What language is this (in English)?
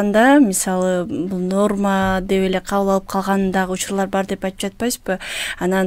Kyrgyz